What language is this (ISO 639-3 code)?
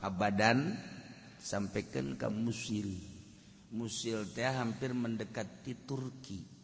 sun